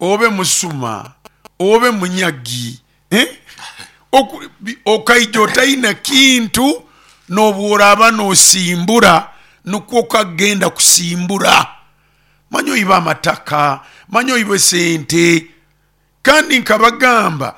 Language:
Nyoro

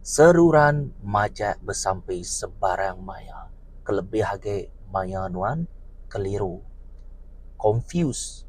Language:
Iban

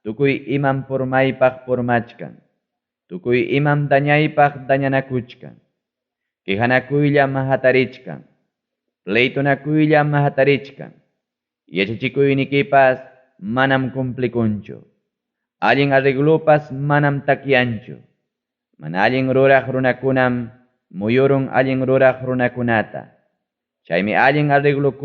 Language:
Ayacucho Quechua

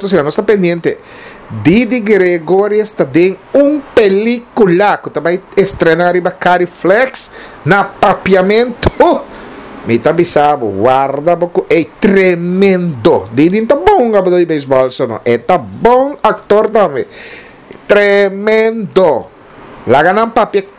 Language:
Papiamento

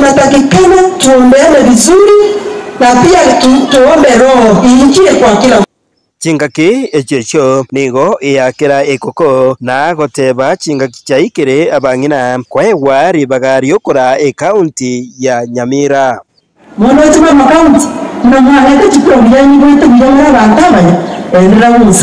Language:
Gusii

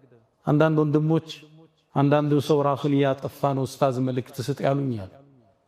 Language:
Amharic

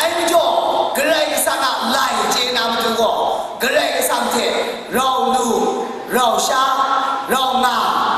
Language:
Kachin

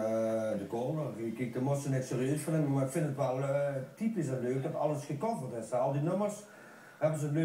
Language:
Limburgish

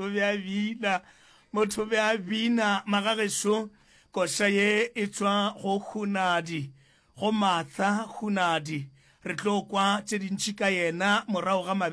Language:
Northern Sotho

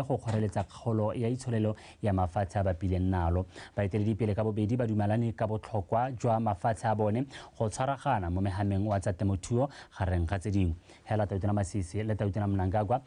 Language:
Tswana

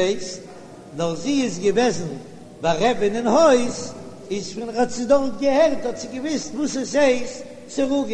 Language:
Yiddish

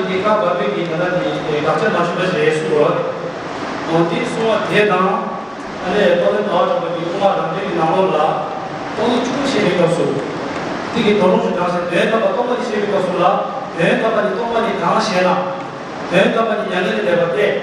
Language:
Tibetan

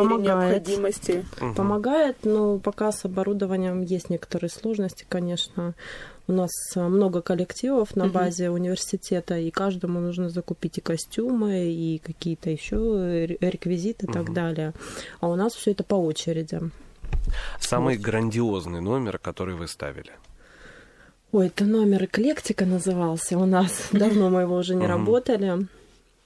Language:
Russian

